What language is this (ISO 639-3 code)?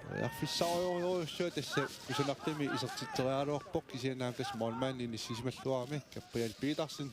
kal